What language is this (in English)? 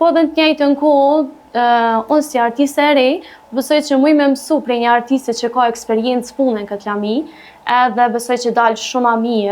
Albanian